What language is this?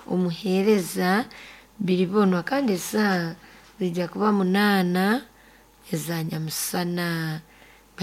Nyoro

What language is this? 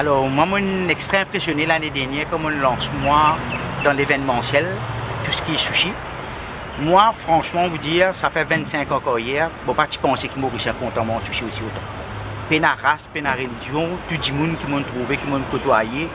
Morisyen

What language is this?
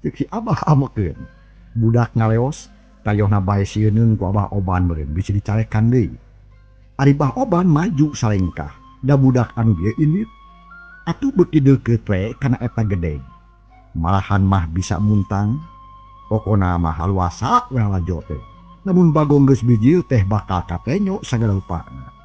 Sundanese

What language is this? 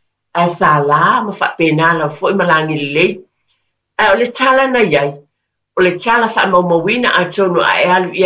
Samoan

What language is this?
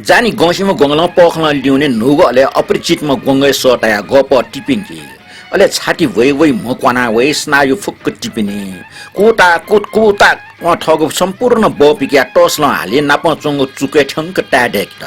Newari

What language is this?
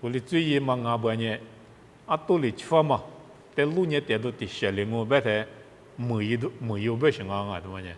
Lisu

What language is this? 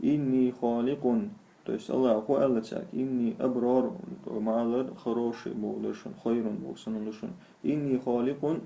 Chechen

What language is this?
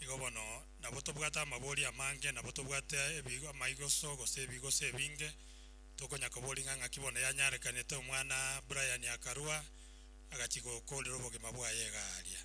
Gusii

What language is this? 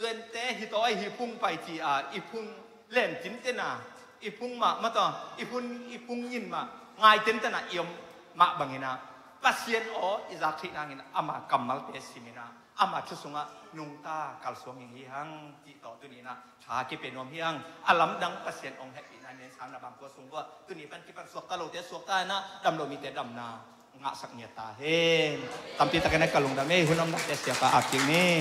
Tedim Chin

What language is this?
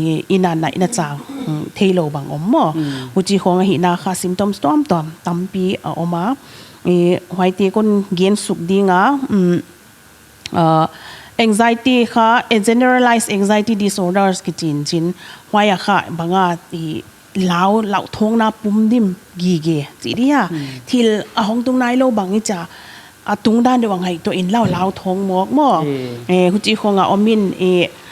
Paite Chin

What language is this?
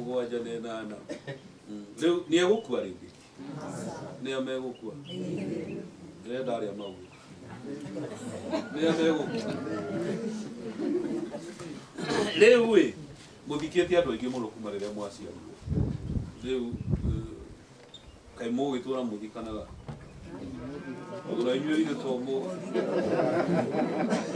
Kikuyu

